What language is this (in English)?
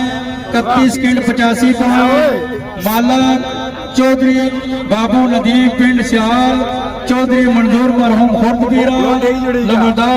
Pahari-Potwari